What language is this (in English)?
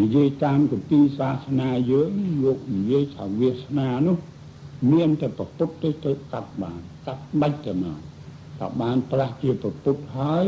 Khmer